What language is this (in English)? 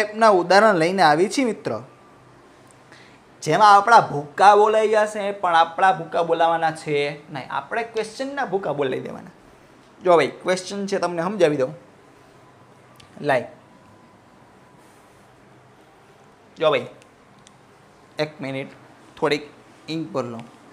Gujarati